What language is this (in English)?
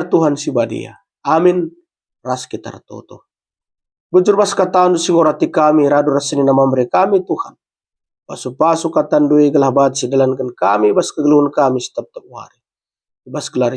Batak Karo